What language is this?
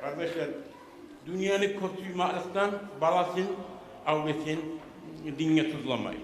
Kumyk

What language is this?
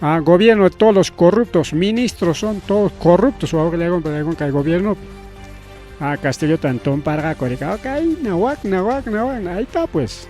Ayacucho Quechua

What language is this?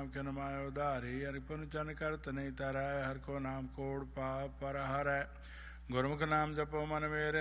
Punjabi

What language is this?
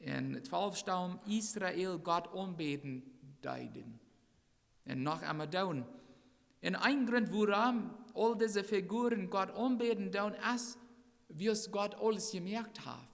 Plautdietsch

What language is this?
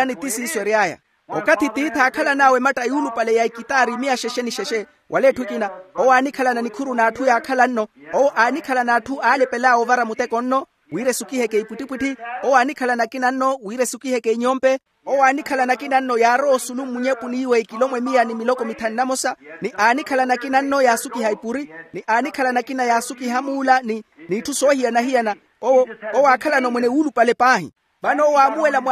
Makhuwa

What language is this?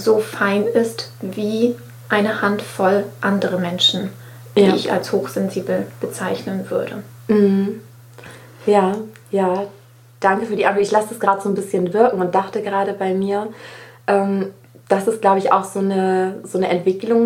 German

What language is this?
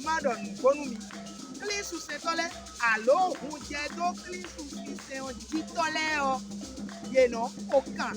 Fon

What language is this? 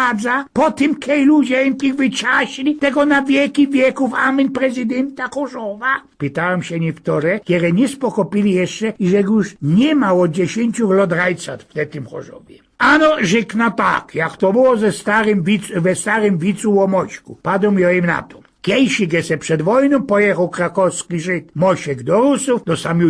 Silesian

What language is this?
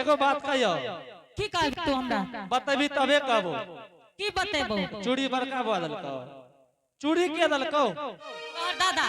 Angika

